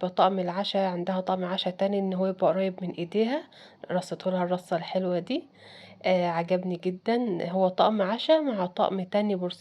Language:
Egyptian Arabic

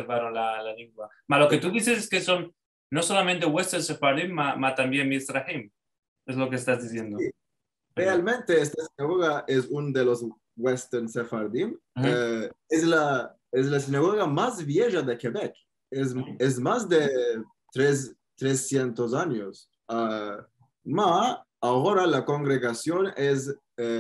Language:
Ladino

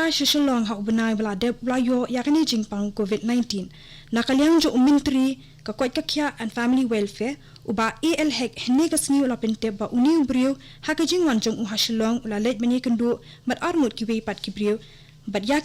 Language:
Khasi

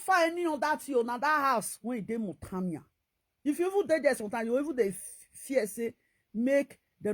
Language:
Nigerian Pidgin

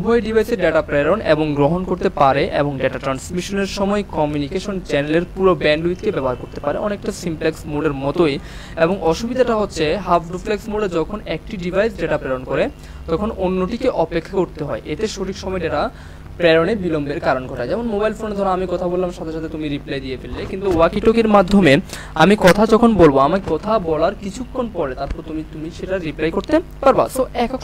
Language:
Bangla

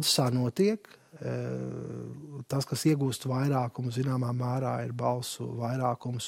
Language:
Latvian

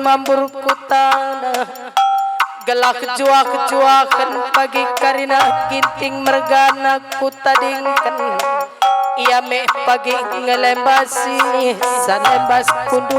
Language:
Batak Karo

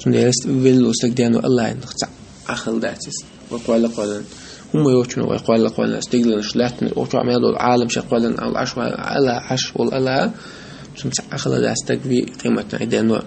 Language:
Chechen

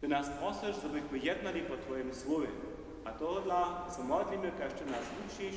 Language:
Upper Sorbian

